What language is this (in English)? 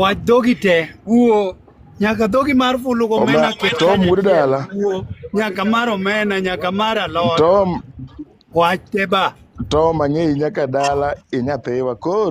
Luo (Kenya and Tanzania)